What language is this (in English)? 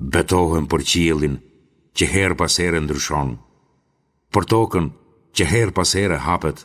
Albanian